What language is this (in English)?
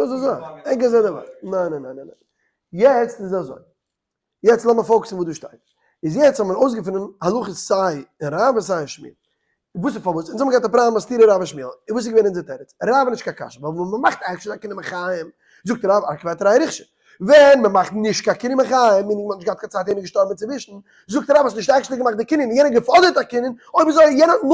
Yiddish